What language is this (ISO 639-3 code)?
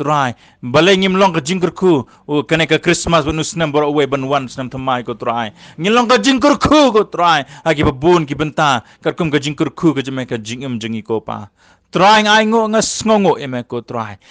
kha